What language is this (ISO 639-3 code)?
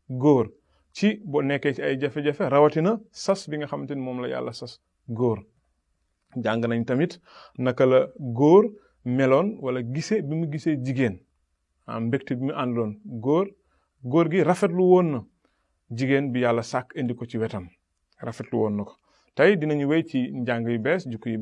wol